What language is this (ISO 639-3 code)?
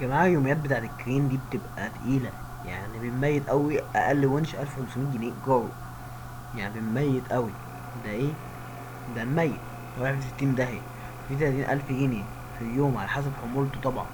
arz